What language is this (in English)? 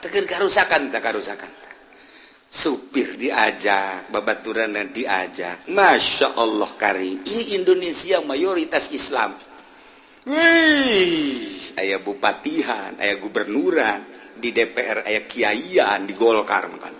Sundanese